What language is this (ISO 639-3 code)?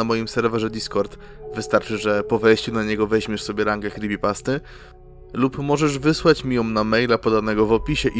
pol